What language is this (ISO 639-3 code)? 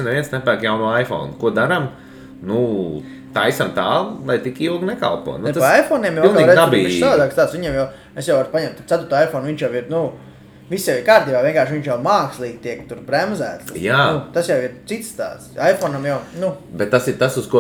lav